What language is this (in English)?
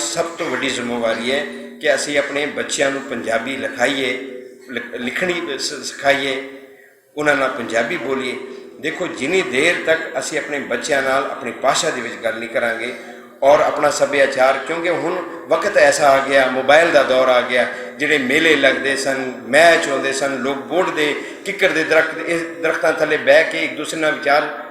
Western Panjabi